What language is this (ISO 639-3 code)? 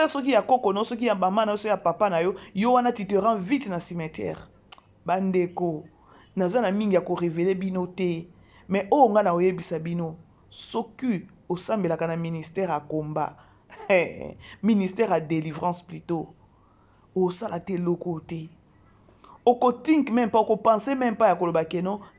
lin